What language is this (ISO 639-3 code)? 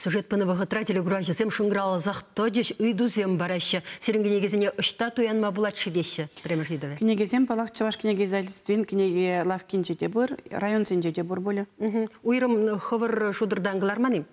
chv